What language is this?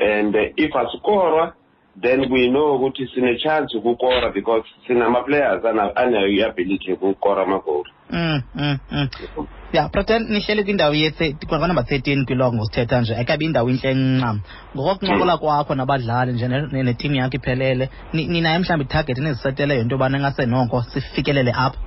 Xhosa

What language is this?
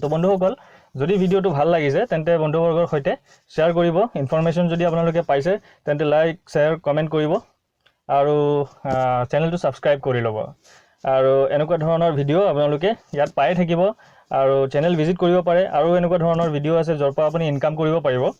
Assamese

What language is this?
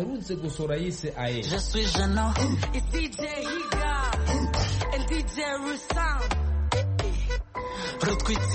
Kinyarwanda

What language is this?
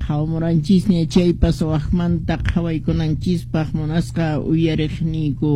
Quechua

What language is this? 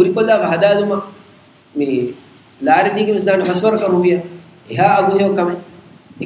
Divehi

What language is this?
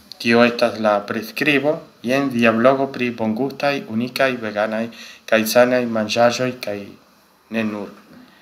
Esperanto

